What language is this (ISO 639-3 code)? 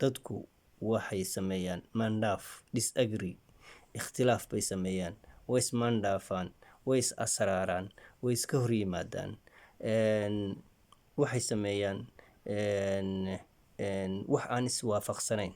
som